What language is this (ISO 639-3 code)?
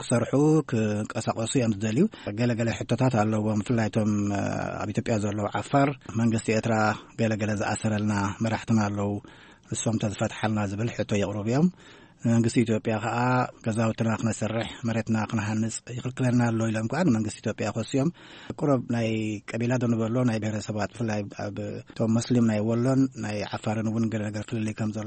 tir